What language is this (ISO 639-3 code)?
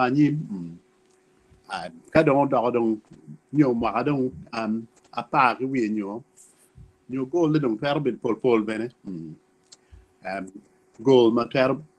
ach